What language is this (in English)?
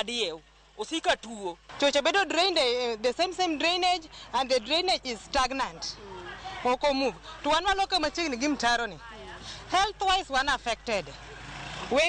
Luo (Kenya and Tanzania)